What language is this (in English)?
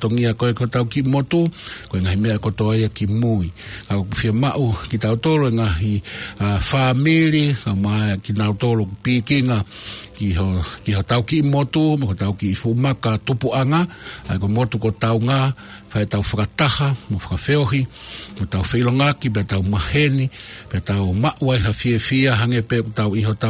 Tongan